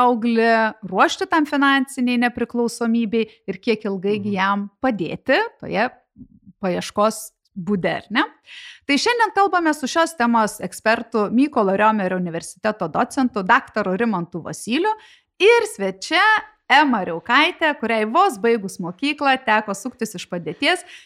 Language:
Lithuanian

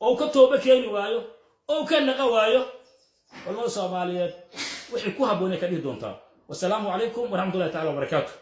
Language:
Somali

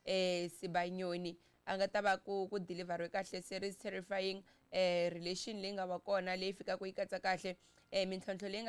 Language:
Tsonga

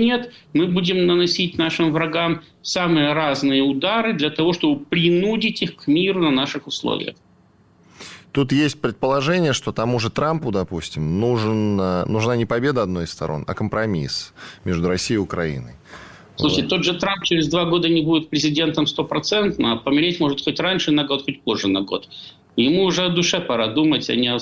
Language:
Russian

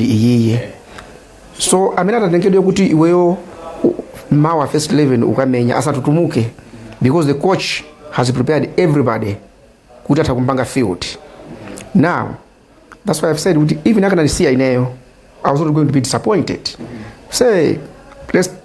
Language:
Nyanja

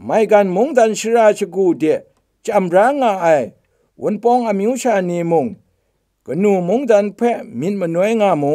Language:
Kachin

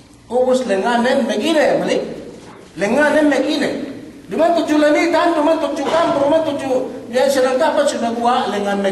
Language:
Yakan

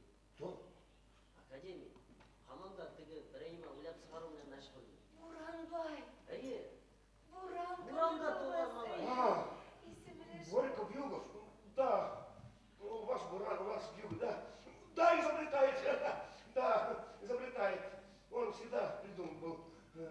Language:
Bashkir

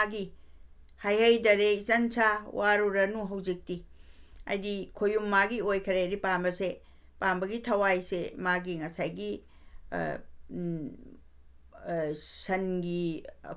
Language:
Manipuri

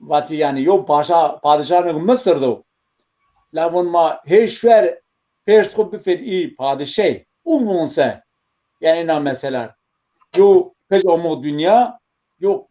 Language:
Zaza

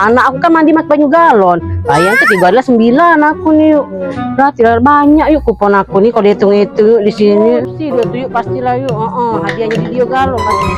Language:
Musi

